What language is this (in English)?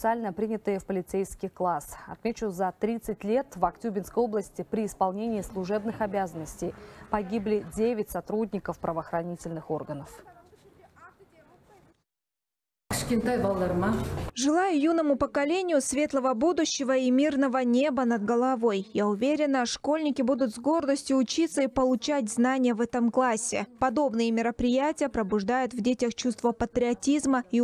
Russian